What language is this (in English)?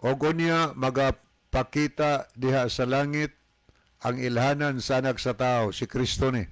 Cebuano